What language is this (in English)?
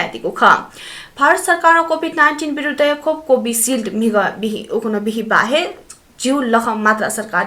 Newari